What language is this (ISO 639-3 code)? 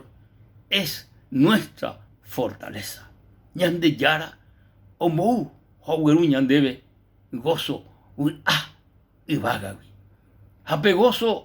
grn